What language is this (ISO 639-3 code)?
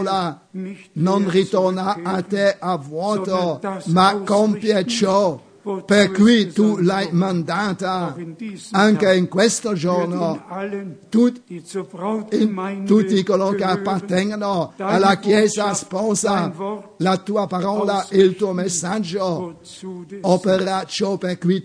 ita